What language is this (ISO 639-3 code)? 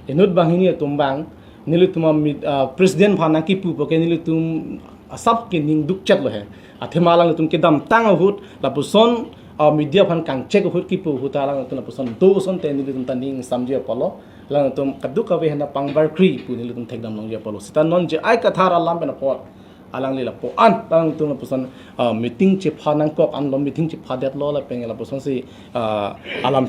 mjw